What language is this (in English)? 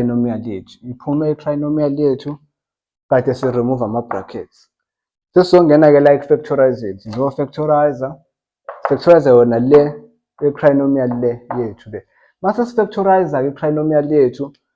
Zulu